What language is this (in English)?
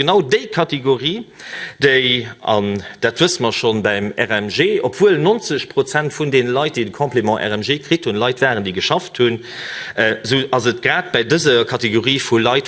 Luxembourgish